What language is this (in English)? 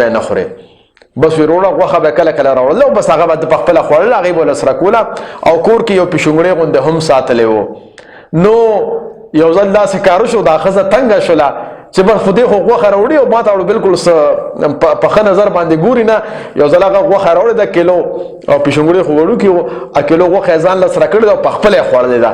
Pashto